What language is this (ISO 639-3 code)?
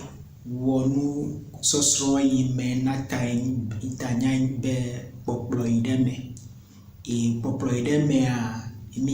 ewe